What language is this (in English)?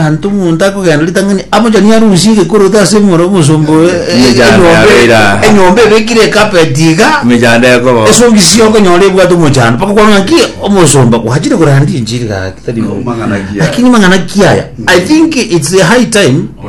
Gusii